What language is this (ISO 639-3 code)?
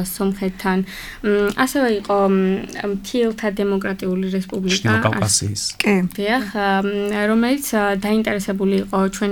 kat